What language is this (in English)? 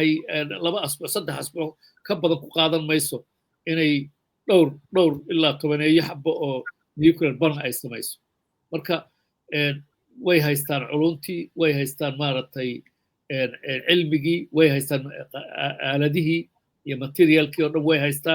Somali